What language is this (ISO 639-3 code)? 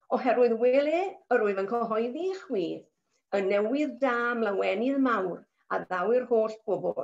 cym